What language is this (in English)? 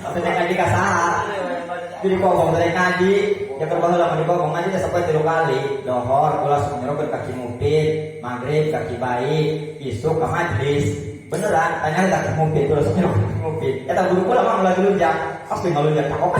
Sundanese